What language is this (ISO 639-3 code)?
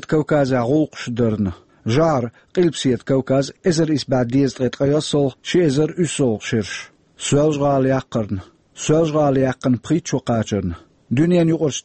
che